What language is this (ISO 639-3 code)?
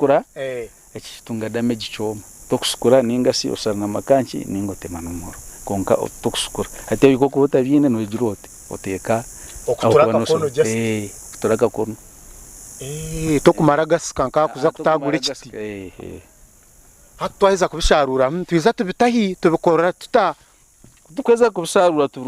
nyn